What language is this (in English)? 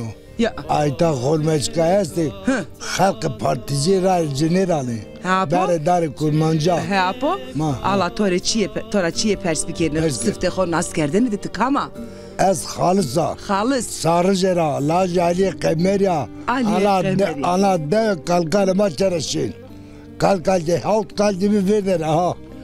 Zaza